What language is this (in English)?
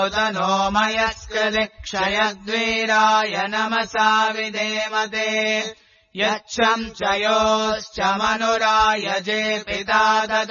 Sanskrit